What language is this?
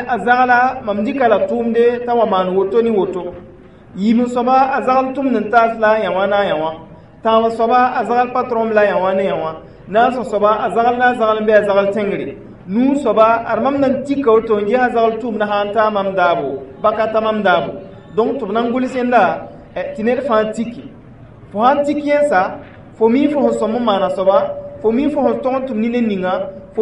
Mossi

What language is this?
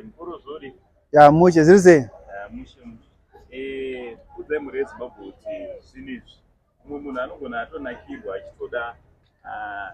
Shona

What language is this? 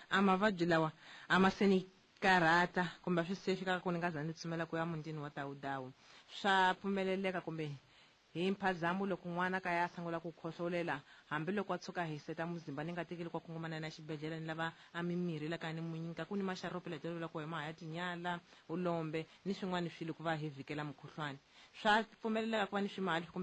Tsonga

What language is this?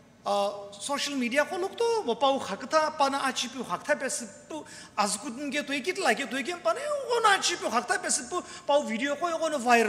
Sumi Naga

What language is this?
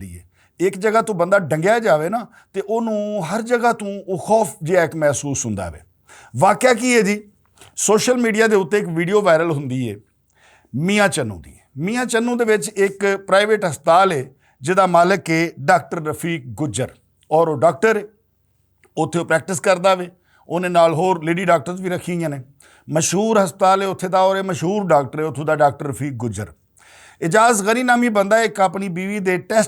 Western Panjabi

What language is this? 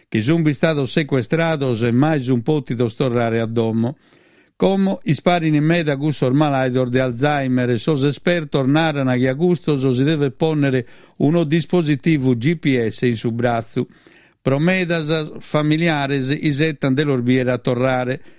Sardinian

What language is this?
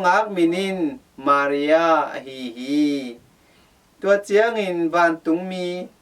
Tedim Chin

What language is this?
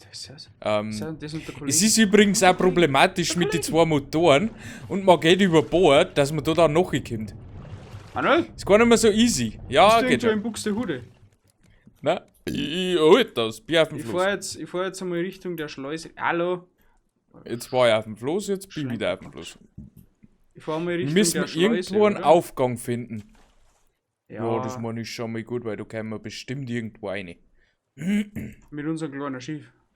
Bavarian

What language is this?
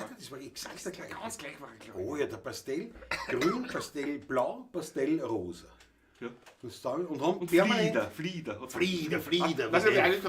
Bavarian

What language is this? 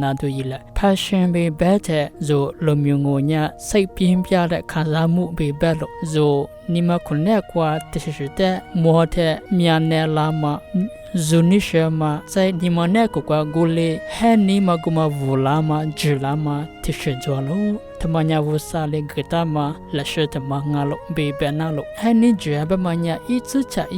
Lisu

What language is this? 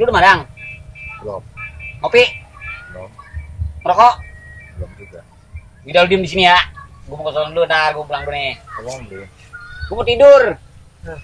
Betawi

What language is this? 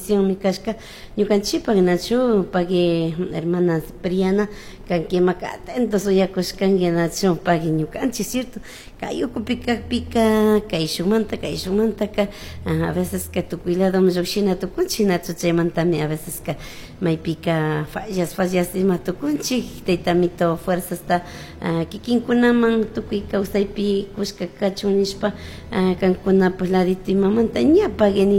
Chimborazo Highland Quichua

